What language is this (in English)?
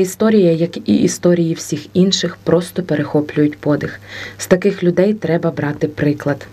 Ukrainian